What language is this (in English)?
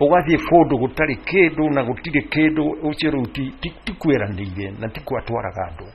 Kikuyu